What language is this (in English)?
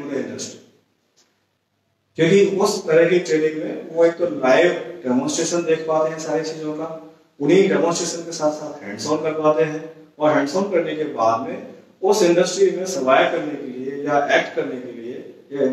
Hindi